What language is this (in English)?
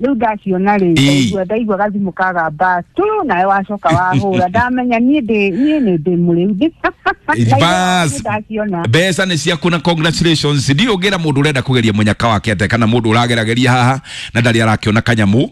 Kikuyu